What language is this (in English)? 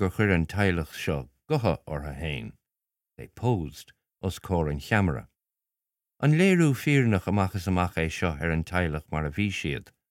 Irish